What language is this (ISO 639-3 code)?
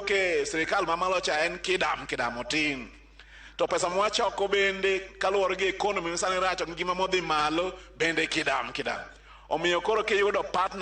luo